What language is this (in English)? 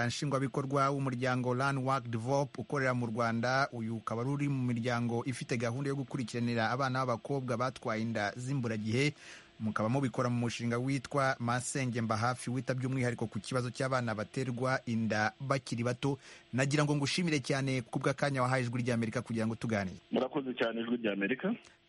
Kinyarwanda